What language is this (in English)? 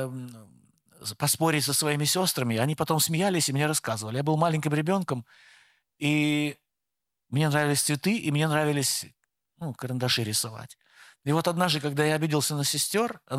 Russian